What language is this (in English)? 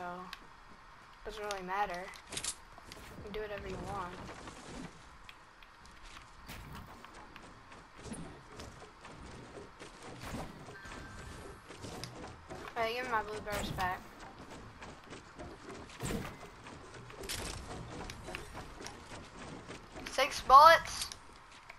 English